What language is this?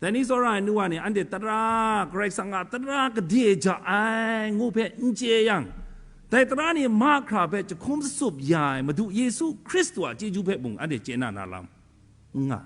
Kachin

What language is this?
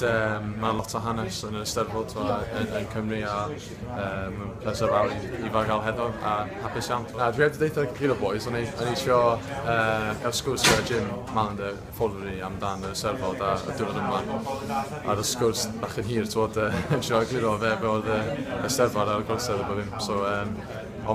Welsh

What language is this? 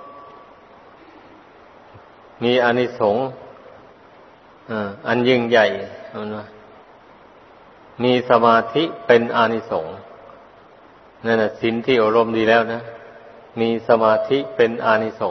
Thai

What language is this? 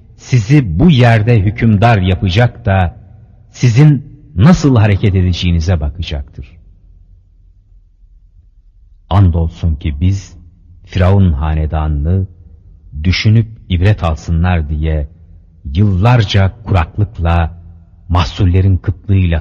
Turkish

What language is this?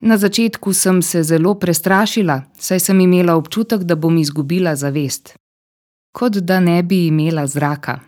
Slovenian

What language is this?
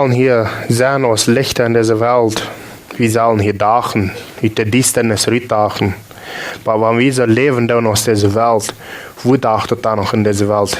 Plautdietsch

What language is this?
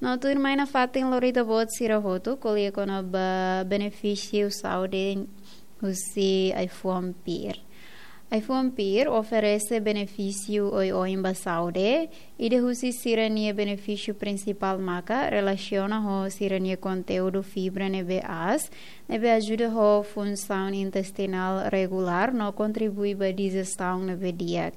Tetum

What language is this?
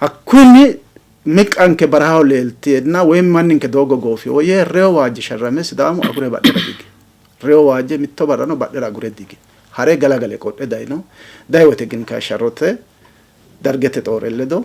Sidamo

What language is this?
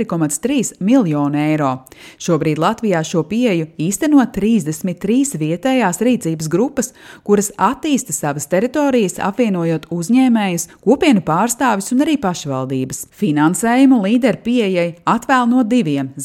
Latvian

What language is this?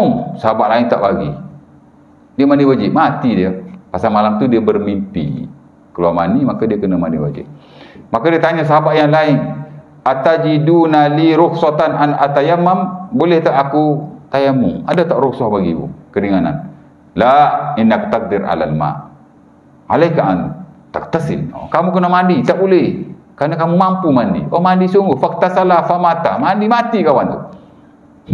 Malay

